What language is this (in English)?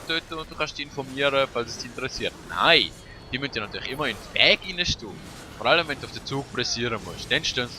Swiss German